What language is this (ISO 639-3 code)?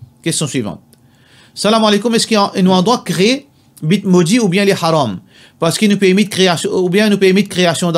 mfe